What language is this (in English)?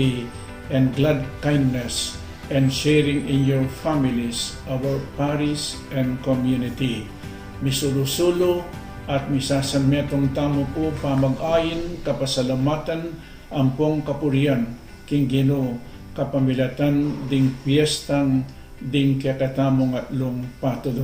Pampanga